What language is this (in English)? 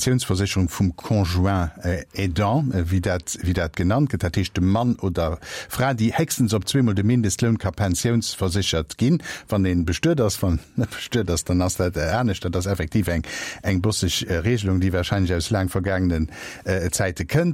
Luxembourgish